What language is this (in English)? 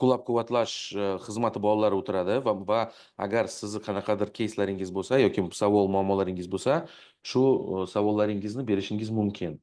Uzbek